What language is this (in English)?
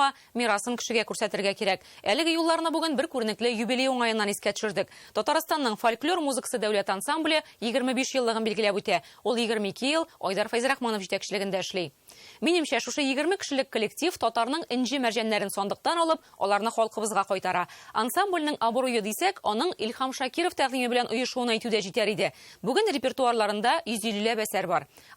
Tatar